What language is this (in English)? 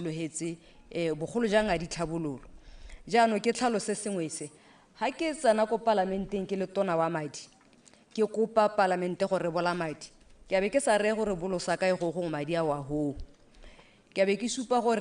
Tswana